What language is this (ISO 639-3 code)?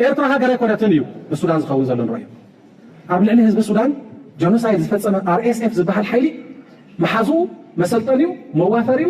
tir